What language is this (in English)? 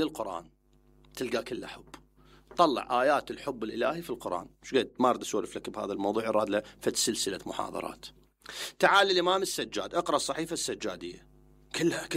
Mesopotamian Arabic